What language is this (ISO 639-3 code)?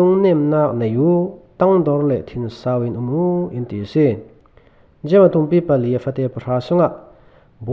cfm